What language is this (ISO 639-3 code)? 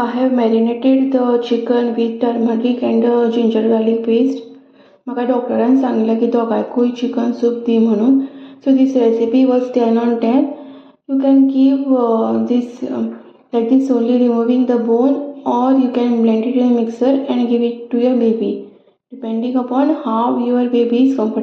kok